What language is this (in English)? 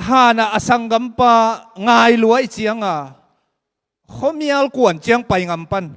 Tedim Chin